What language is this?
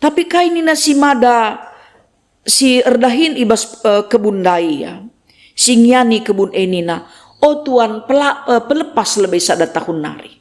Batak Karo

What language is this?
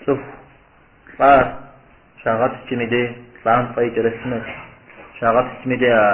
Kabardian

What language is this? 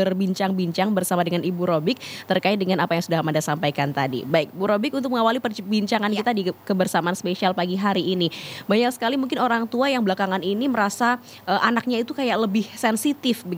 Indonesian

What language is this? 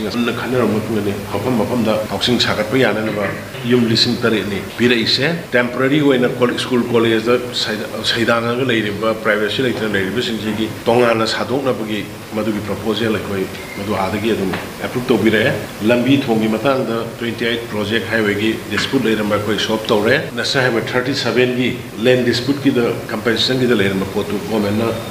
Manipuri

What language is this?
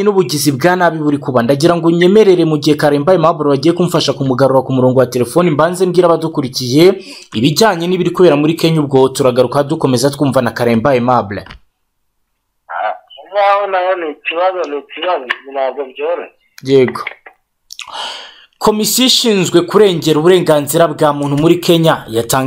Kinyarwanda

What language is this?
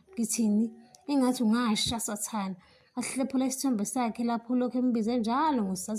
Zulu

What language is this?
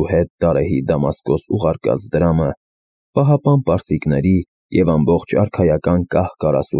Armenian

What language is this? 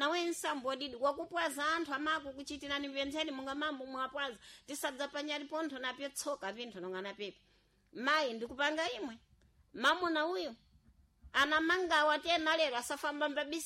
Sena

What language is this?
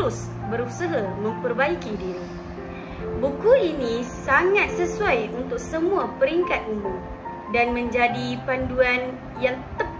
Malay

